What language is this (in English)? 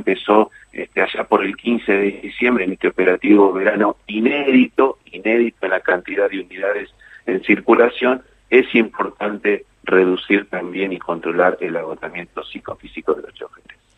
Spanish